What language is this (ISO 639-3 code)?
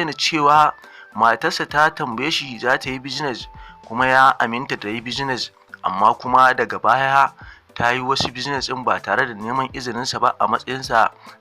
hau